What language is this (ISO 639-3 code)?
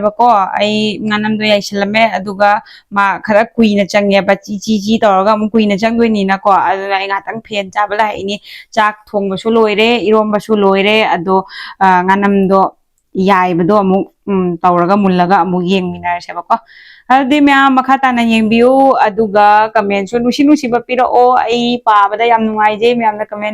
mni